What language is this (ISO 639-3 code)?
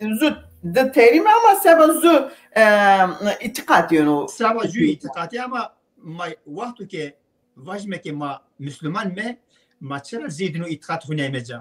zza